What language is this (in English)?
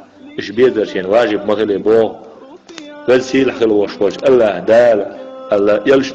Chechen